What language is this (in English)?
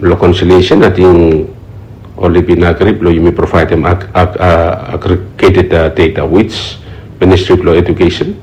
Bislama